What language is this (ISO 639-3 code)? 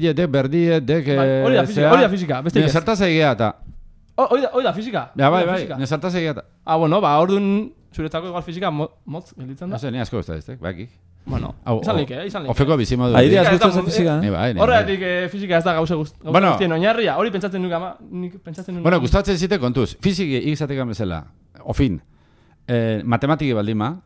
eus